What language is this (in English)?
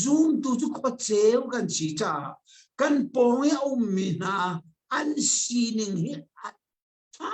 Hakha Chin